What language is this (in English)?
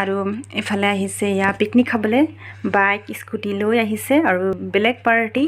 Assamese